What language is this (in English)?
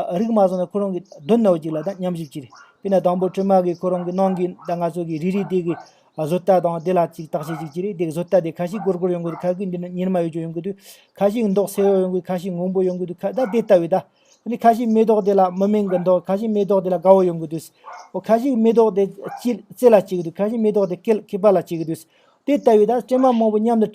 Tibetan